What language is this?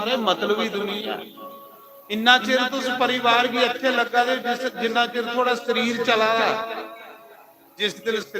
Dogri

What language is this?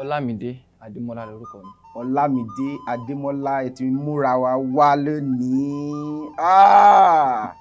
Yoruba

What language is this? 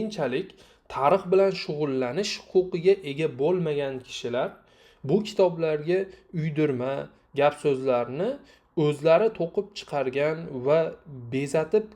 Uzbek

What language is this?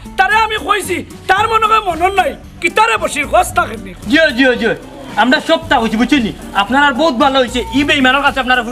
Sylheti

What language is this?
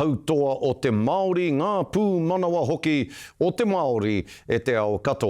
Māori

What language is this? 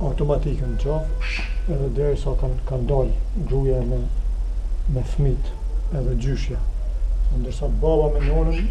Albanian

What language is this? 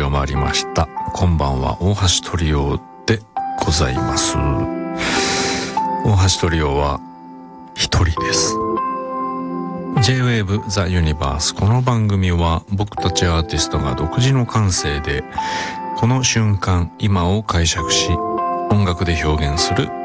Japanese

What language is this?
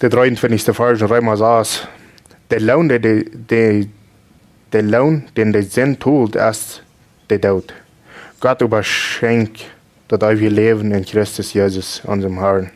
Plautdietsch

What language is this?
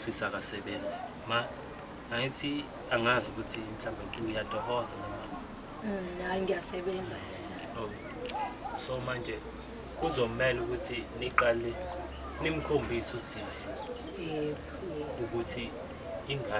Zulu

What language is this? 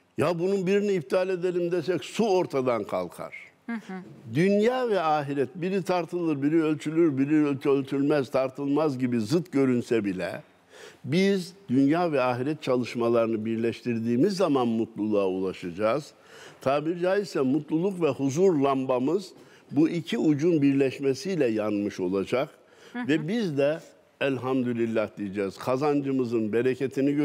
Turkish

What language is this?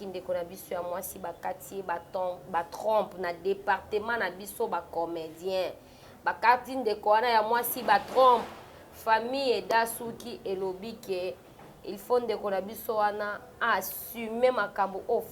Lingala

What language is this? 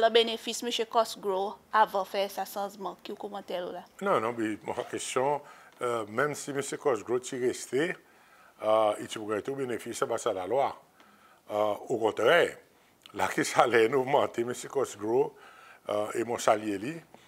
Seselwa Creole French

